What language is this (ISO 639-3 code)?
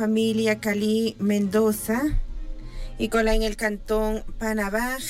tzj